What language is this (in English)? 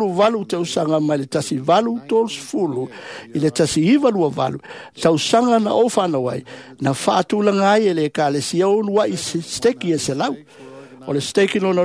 Samoan